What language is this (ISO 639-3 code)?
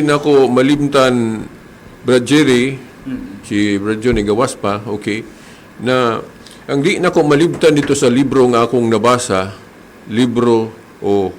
ceb